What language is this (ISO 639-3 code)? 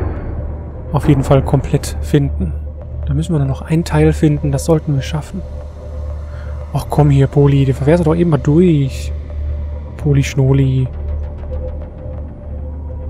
deu